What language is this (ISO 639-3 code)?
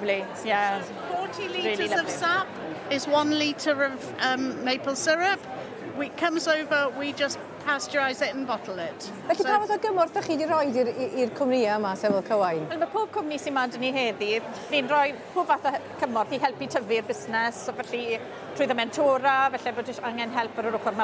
cym